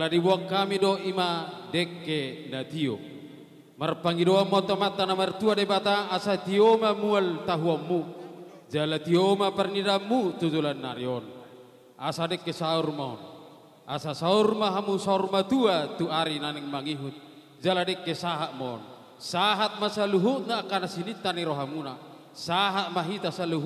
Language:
Batak Toba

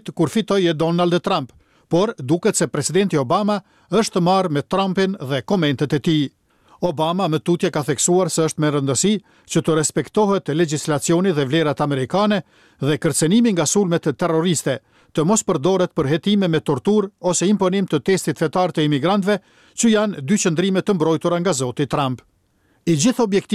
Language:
Albanian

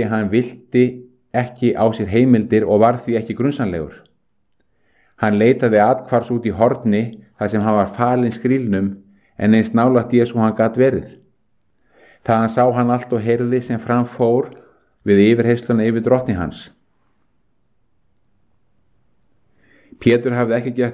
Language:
Icelandic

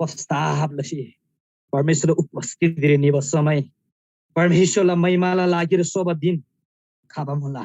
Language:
Eastern Tamang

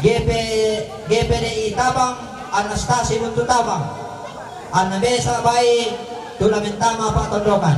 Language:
Toraja-Sa'dan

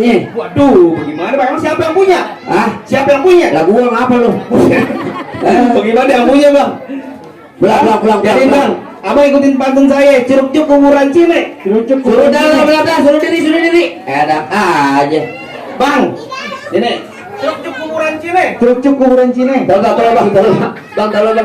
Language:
Betawi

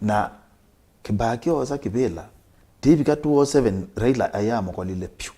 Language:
Kamba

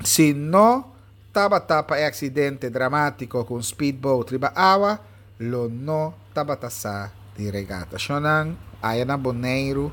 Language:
Papiamento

